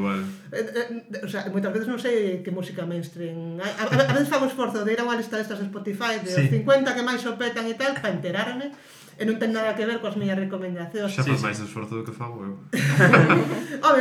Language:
Galician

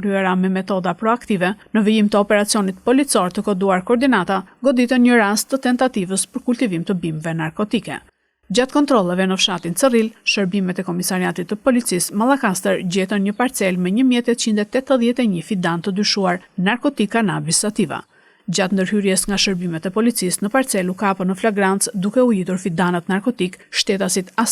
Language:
Albanian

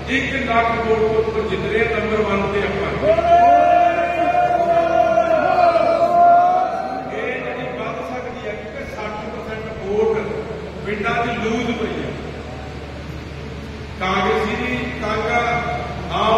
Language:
Punjabi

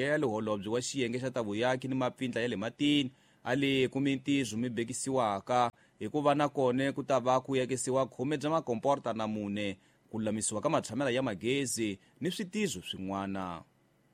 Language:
Tsonga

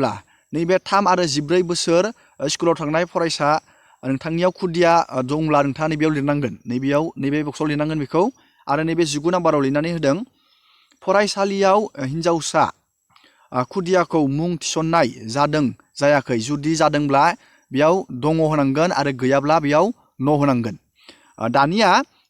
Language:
Bodo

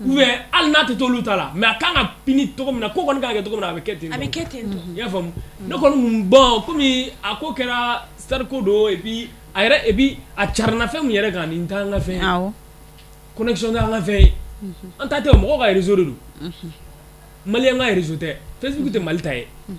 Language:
Bambara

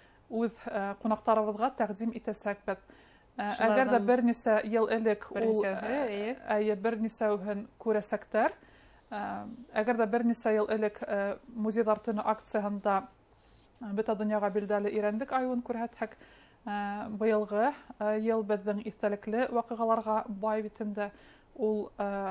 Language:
Bashkir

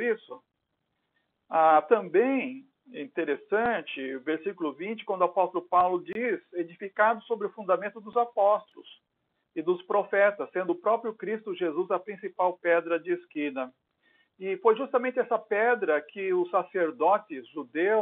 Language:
Portuguese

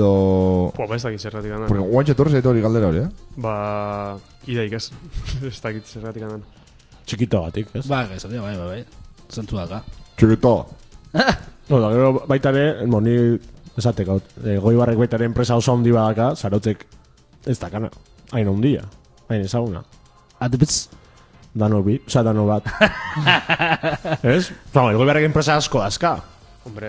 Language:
Basque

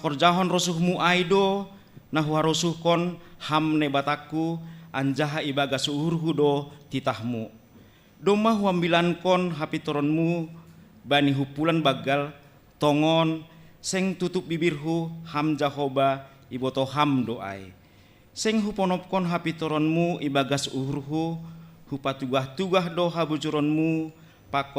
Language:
Batak Simalungun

